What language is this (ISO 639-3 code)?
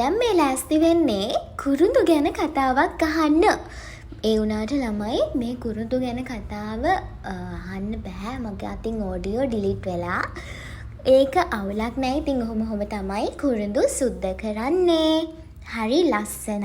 sin